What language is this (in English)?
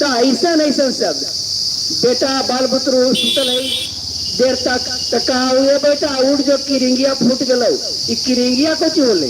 Magahi